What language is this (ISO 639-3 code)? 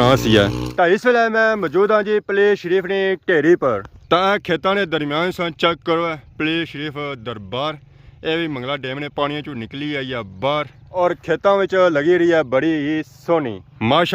phr